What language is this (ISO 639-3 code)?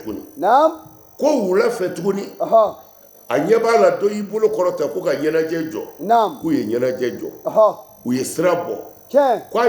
bam